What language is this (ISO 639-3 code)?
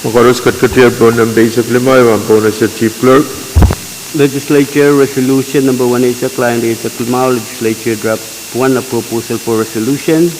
pon